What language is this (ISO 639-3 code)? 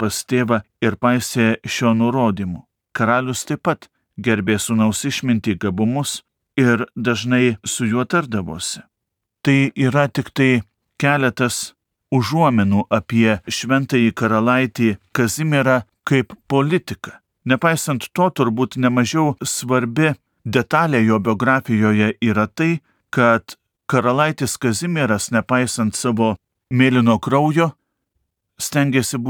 lit